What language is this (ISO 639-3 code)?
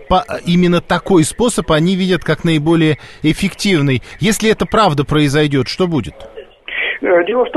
rus